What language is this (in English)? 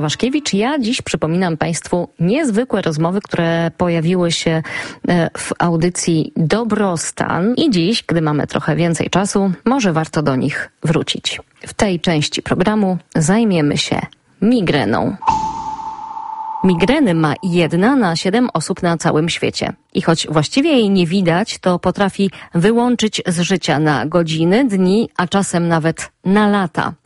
Polish